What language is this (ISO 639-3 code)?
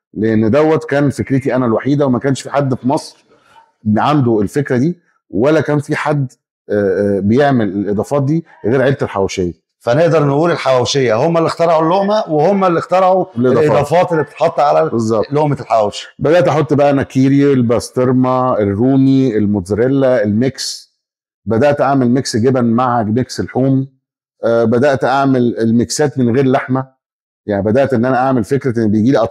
arz